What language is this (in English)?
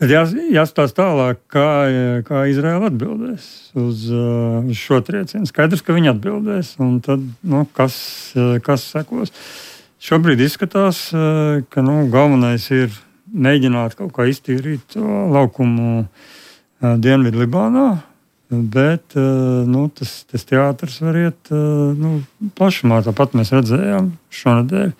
Latvian